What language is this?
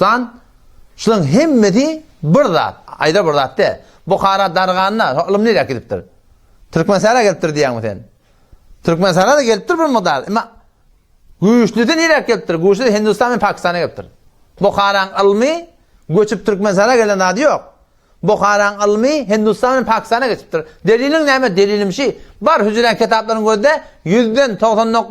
Turkmen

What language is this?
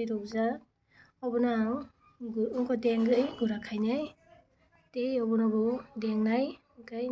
Kok Borok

